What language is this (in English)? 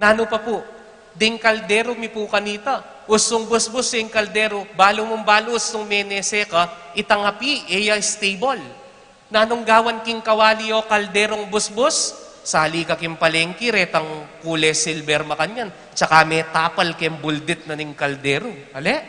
Pampanga